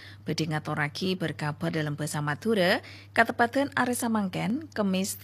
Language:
Madurese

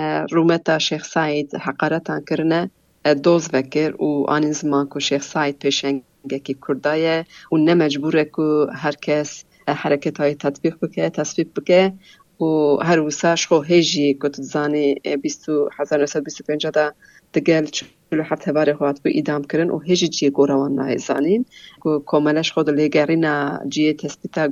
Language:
Kurdish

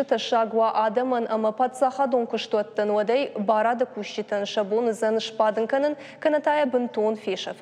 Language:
Ossetic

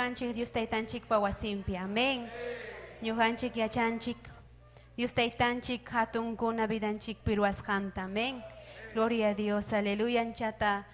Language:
Ayacucho Quechua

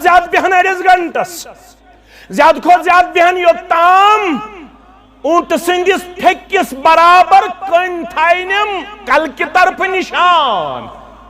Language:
Kashmiri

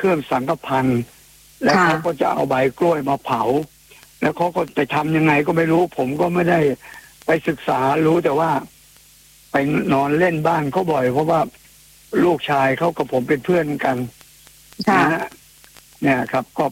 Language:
Thai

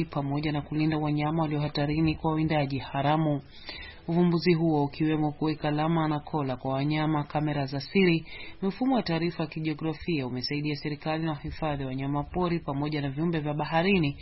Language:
Swahili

